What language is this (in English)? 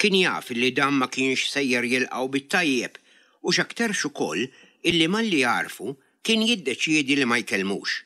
Maltese